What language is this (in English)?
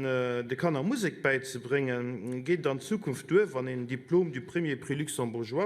Luxembourgish